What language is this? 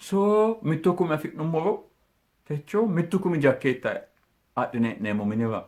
Sidamo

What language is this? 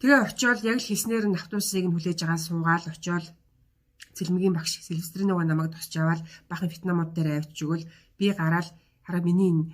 Mongolian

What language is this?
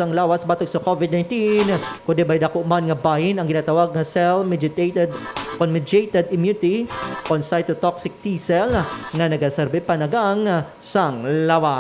Hiligaynon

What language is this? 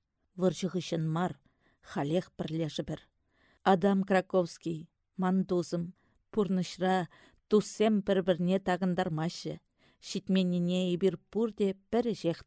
Chuvash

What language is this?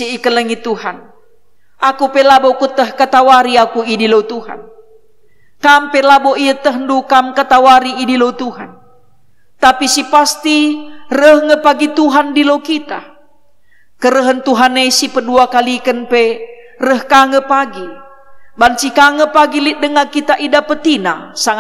Batak Karo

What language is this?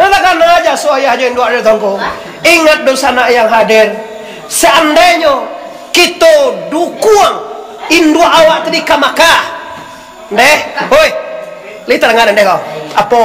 Minangkabau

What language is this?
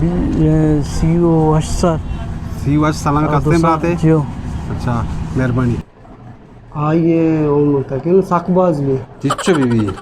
Baluchi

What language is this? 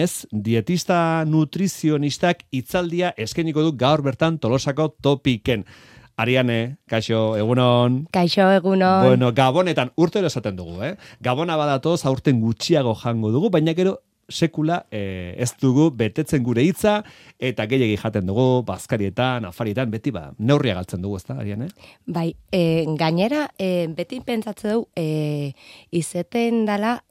Basque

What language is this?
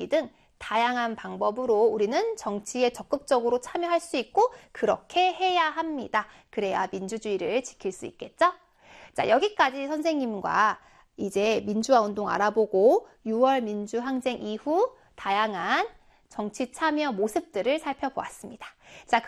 Korean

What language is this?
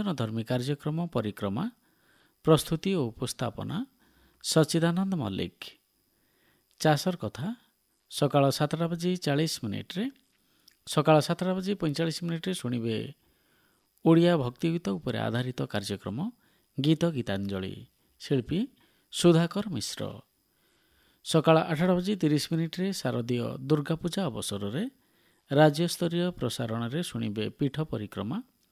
Odia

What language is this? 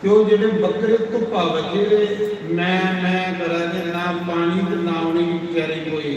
Dogri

